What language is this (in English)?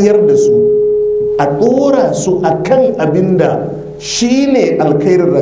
Hausa